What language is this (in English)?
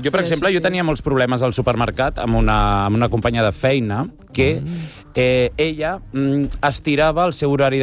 Catalan